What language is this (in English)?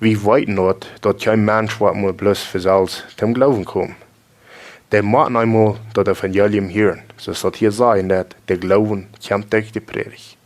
Plautdietsch